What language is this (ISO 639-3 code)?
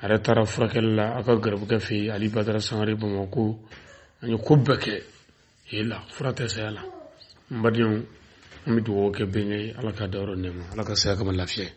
bam